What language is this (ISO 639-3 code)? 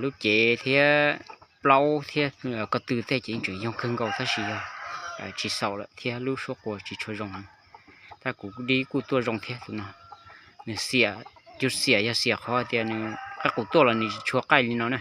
hmn